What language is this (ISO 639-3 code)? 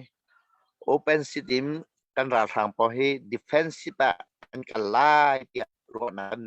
cnh